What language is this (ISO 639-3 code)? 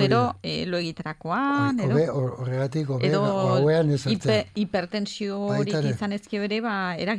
eus